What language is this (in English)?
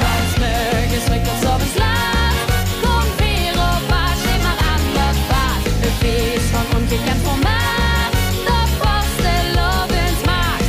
Limburgish